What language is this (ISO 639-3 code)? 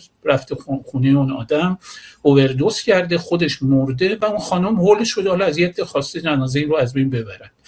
fas